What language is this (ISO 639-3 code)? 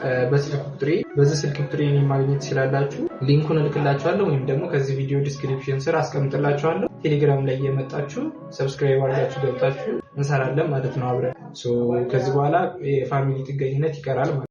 amh